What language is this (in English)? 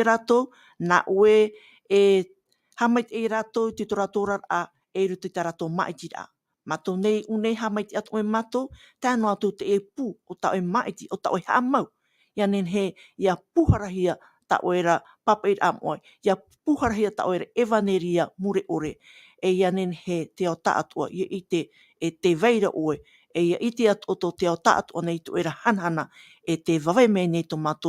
Tahitian